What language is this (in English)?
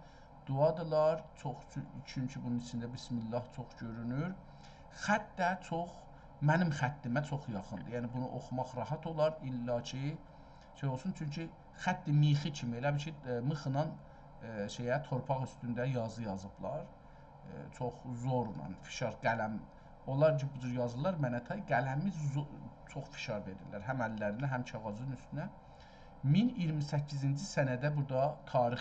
South Azerbaijani